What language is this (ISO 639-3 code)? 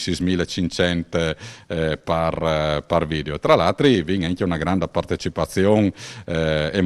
fur